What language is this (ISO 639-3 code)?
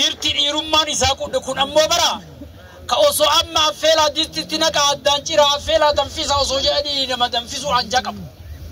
orm